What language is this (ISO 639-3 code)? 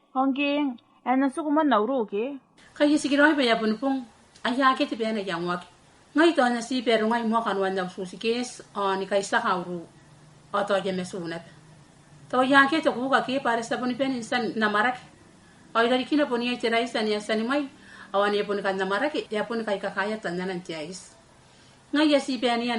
gil